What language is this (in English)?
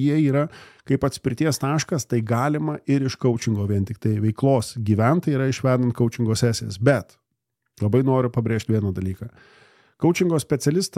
Lithuanian